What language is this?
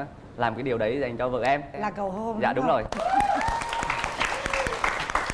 Vietnamese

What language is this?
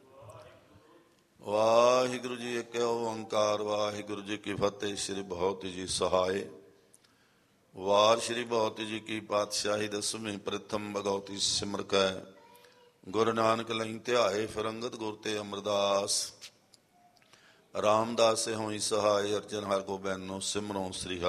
Punjabi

